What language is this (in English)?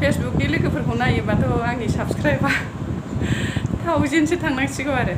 Bodo